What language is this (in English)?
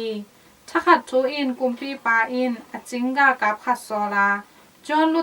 Tedim Chin